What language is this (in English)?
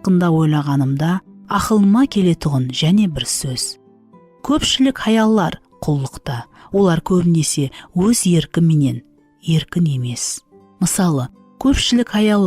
Kara-Kalpak